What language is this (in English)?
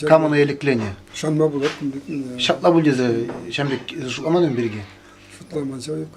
Chuvash